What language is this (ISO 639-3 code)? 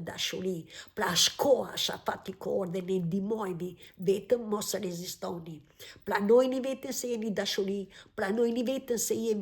sqi